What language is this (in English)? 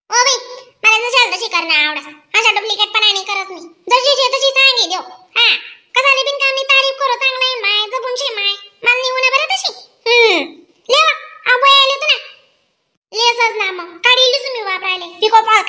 Khandesi